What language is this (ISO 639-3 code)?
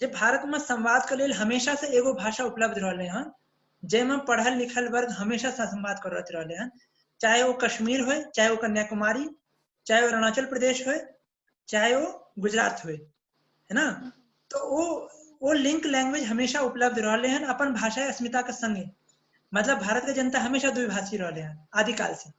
mai